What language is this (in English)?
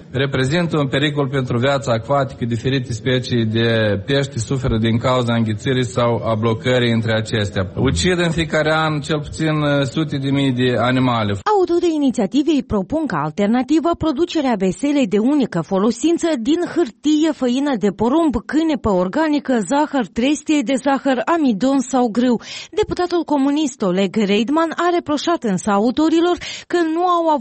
Romanian